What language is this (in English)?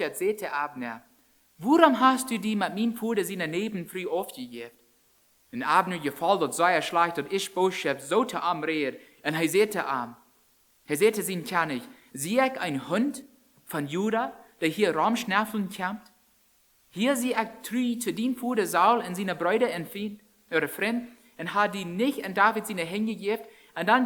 Plautdietsch